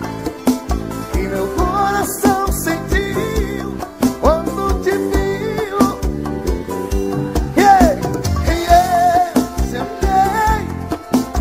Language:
Portuguese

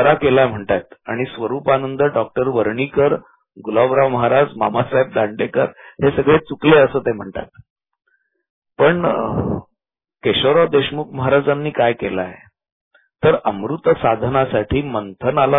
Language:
Marathi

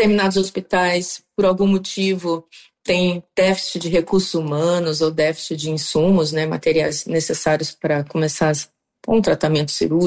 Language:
Portuguese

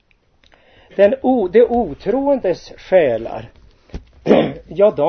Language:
Swedish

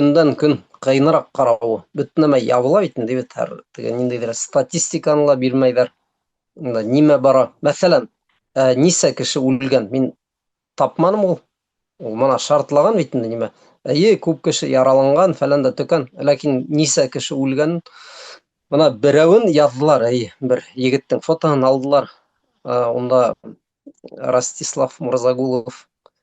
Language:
Bashkir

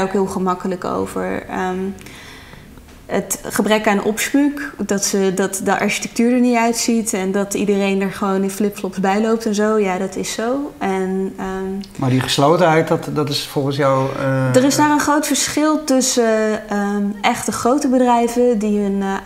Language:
Dutch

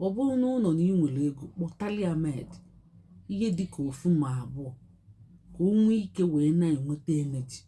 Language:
Igbo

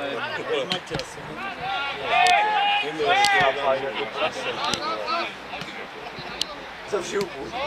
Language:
Czech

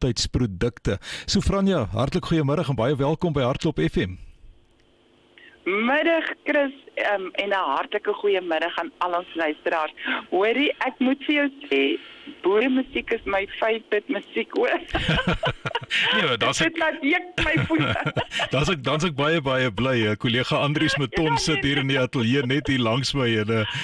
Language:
Afrikaans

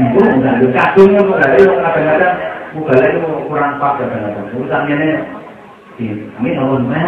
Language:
Javanese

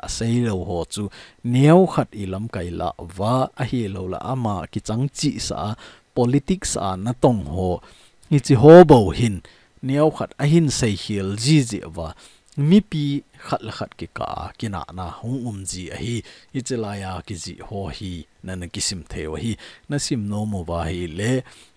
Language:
Thado Chin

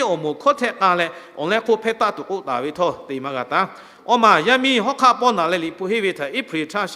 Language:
Lahu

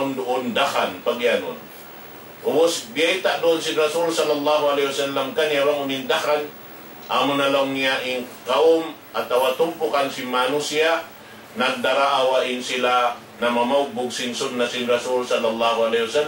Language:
Tausug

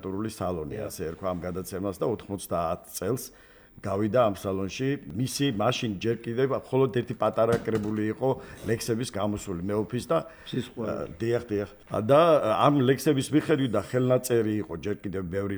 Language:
Georgian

